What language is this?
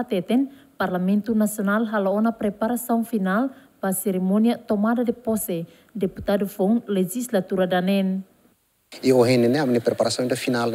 Tetum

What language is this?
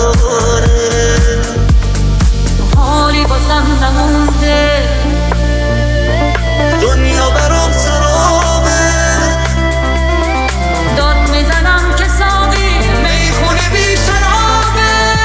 Persian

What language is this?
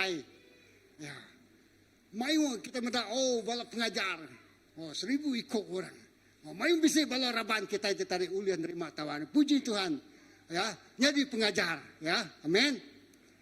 Iban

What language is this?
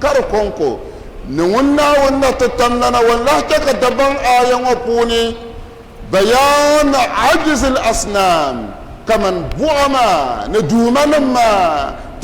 Dagbani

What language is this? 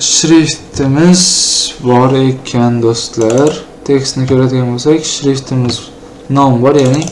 Uzbek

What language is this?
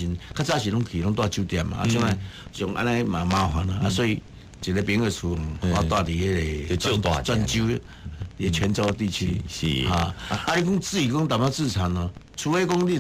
Min Nan Chinese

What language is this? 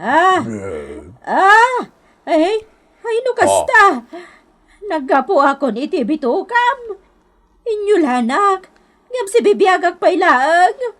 Iloko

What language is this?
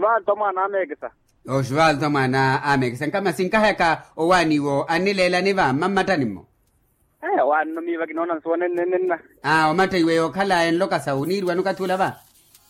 Makhuwa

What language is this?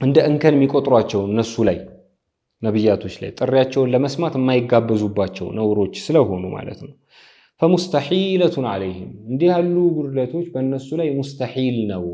Amharic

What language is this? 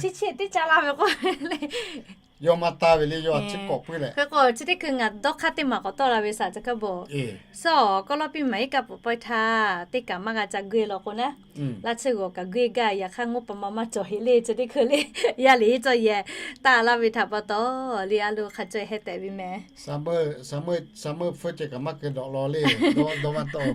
Lahu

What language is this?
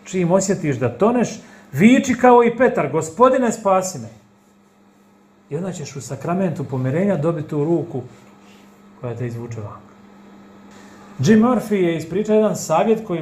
Croatian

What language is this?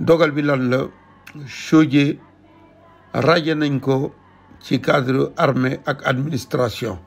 Wolof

